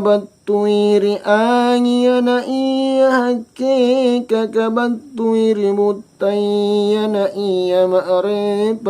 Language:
Makasar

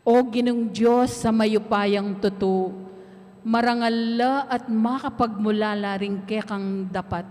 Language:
Pampanga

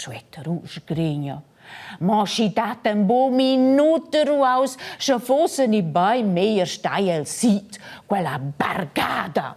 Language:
Romansh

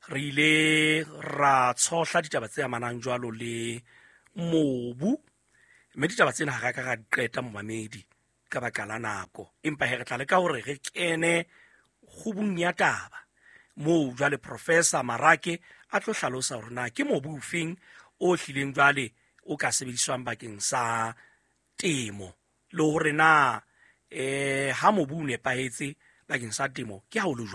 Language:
Southern Sotho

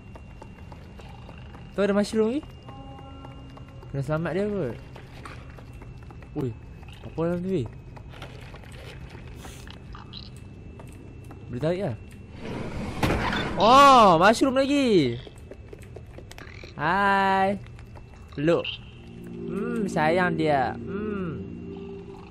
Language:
Malay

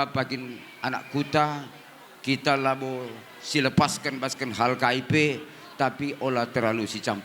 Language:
Batak Karo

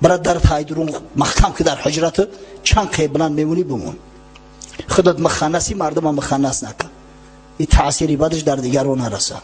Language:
Tajik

